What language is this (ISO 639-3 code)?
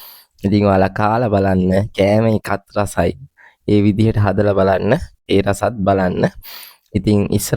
sin